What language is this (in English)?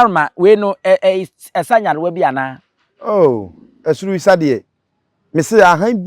Akan